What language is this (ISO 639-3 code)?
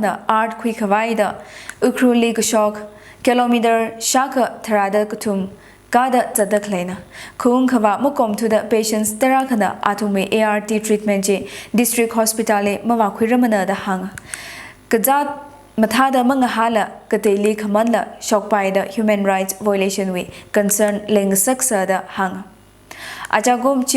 nmf